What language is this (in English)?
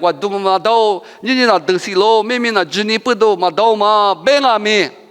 Lisu